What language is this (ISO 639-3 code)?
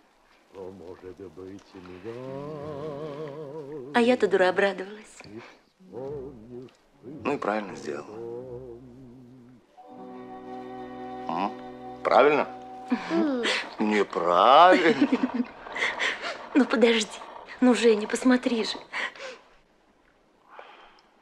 rus